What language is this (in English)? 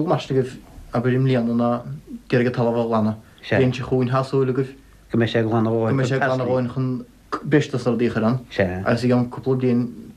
Irish